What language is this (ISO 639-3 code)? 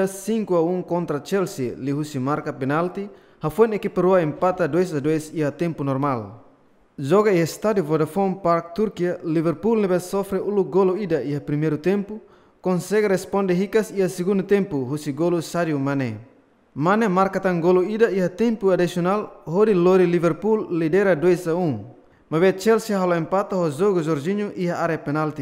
tet